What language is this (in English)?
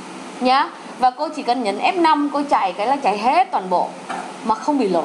Vietnamese